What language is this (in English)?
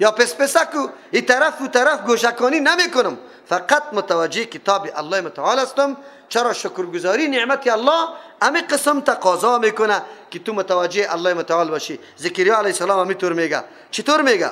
Persian